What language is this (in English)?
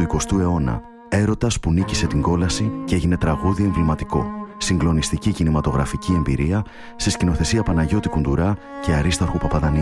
Greek